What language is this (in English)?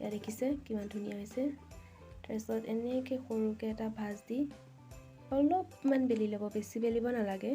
Assamese